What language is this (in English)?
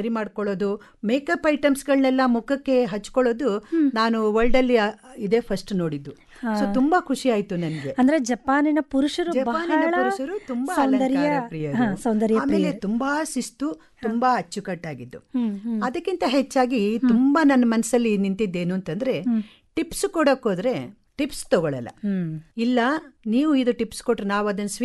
Kannada